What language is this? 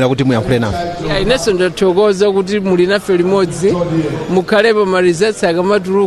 Nyanja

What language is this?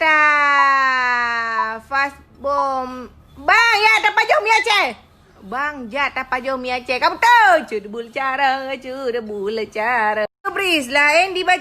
Achinese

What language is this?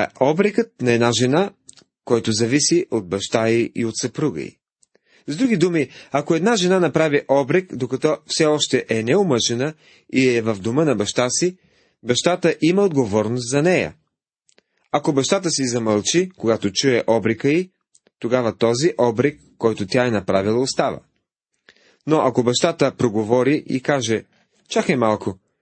Bulgarian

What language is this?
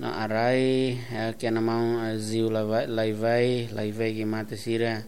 Tetum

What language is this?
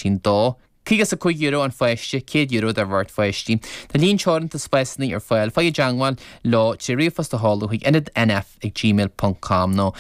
Irish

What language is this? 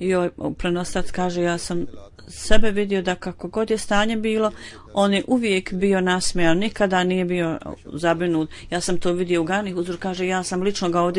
Bosnian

